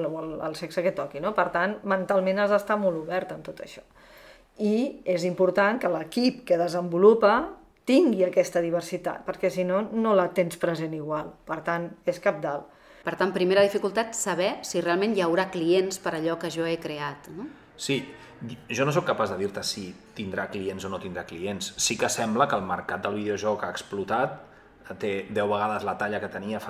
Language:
Catalan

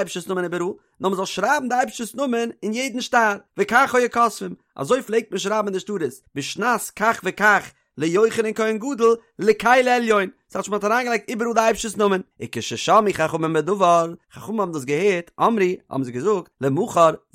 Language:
Yiddish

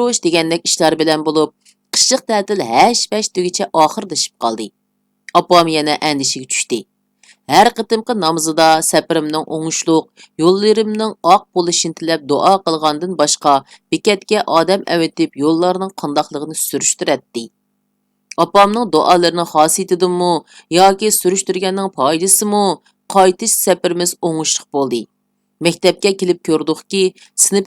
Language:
Uyghur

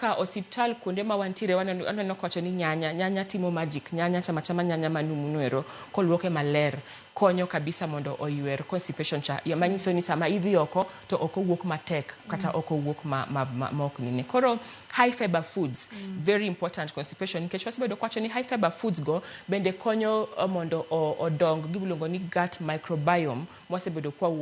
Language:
Luo (Kenya and Tanzania)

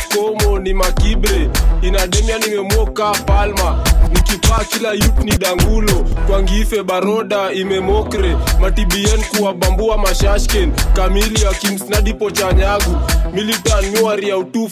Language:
Swahili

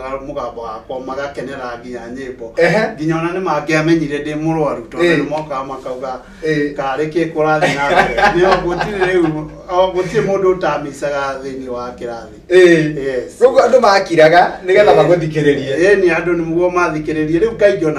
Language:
Kikuyu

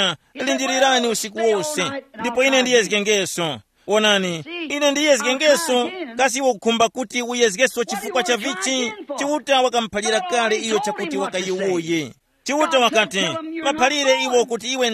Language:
Tumbuka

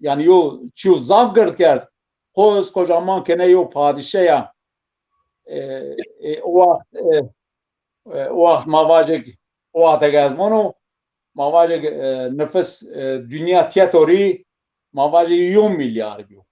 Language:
Zaza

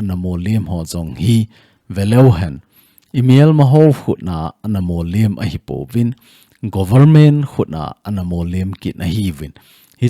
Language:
Thado Chin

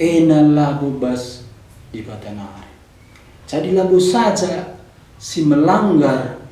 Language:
Batak Karo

